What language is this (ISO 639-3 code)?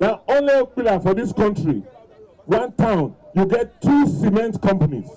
pcm